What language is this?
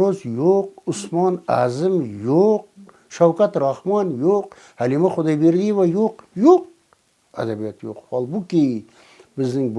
Uzbek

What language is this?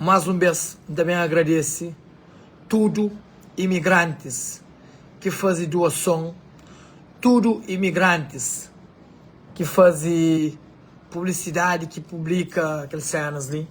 Kabuverdianu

